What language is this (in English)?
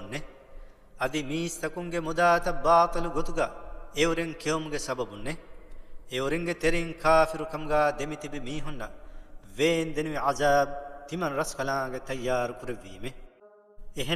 Divehi